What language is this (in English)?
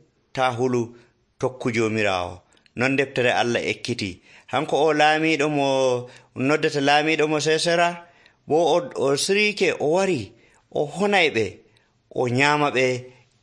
Nigerian Fulfulde